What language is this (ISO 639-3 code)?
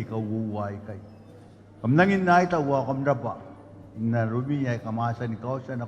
gil